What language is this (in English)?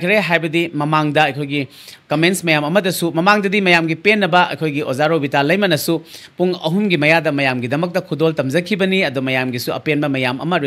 Manipuri